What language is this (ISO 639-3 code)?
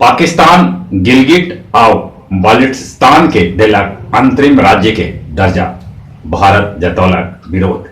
mag